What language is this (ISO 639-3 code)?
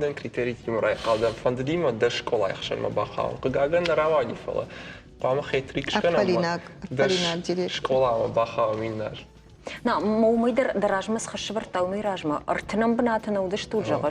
oss